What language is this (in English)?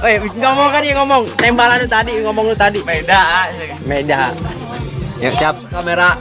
Sundanese